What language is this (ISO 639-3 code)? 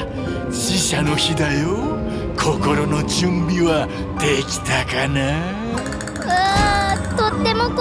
jpn